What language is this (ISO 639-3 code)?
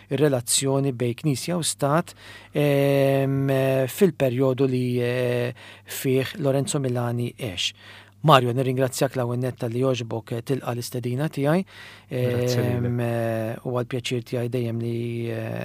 mlt